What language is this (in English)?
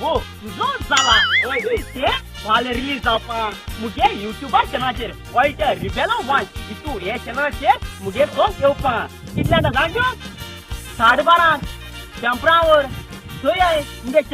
Konkani